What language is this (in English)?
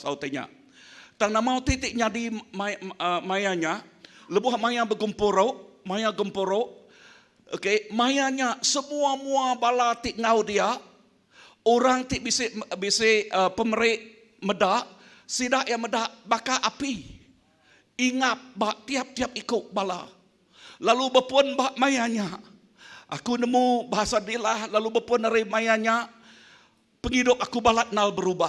Iban